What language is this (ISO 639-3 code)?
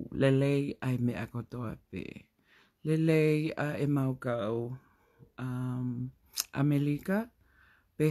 ton